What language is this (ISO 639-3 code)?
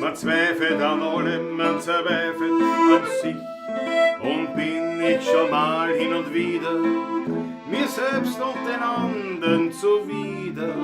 bar